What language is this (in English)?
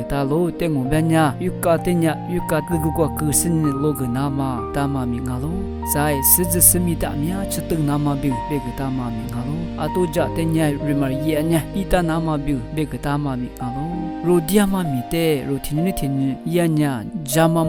Lisu